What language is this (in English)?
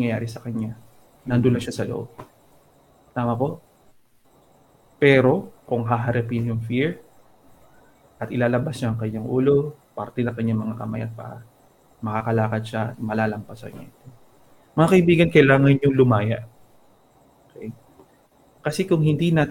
Filipino